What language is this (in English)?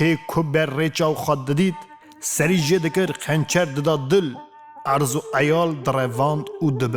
Kurdish